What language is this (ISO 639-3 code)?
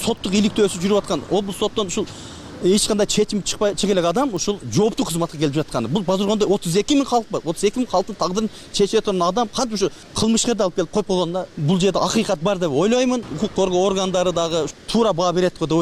kir